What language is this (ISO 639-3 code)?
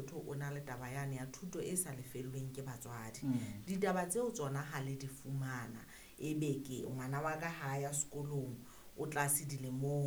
sot